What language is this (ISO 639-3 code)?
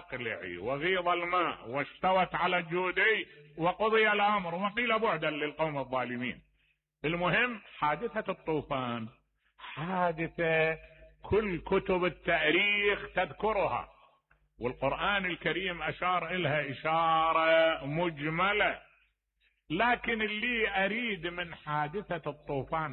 acm